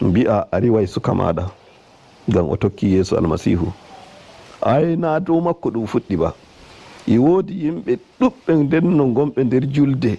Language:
Nigerian Fulfulde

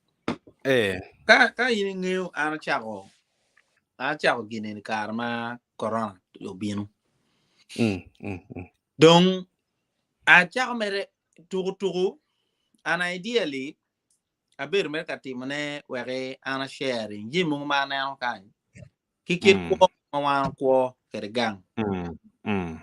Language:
Acoli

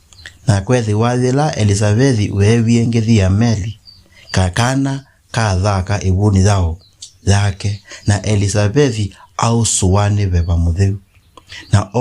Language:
Kamba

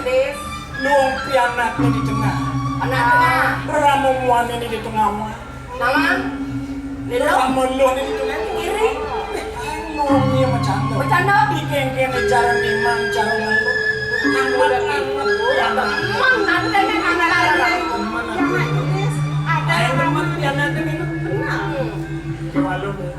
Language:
Balinese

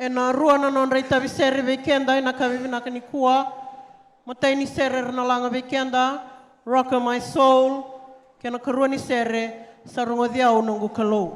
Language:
Fijian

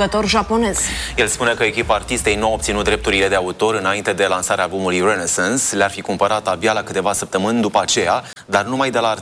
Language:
Romanian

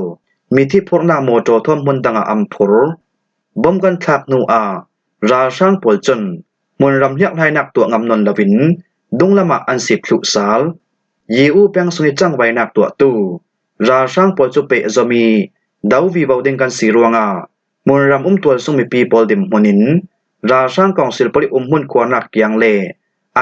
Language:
Falam Chin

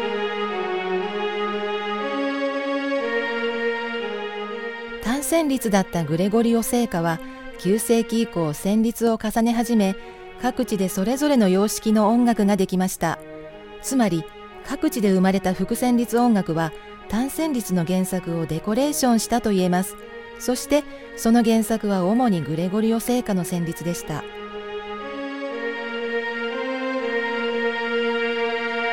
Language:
Japanese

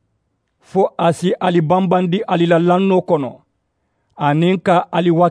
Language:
Mandingo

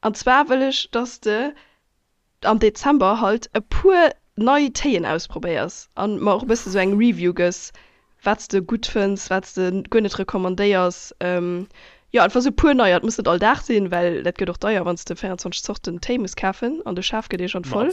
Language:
Luxembourgish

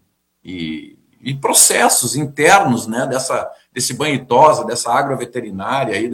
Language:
Portuguese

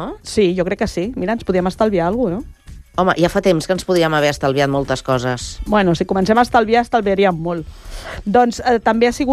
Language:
Catalan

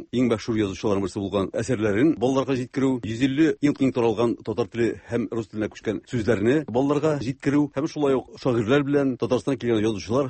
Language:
Tatar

